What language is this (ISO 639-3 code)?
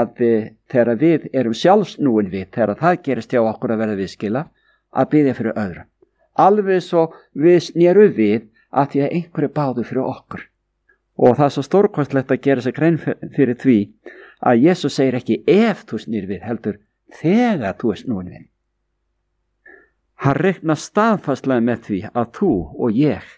isl